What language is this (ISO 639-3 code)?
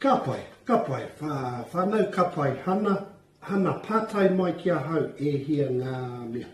mri